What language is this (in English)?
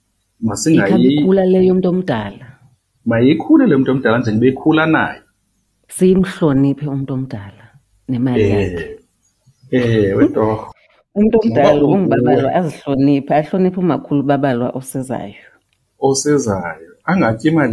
Xhosa